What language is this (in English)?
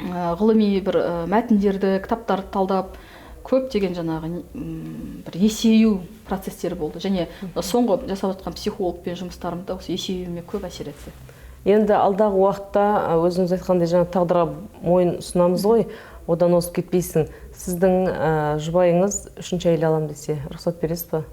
Kazakh